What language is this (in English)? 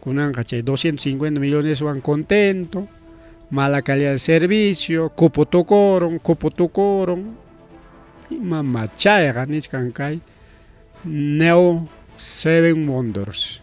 Ayacucho Quechua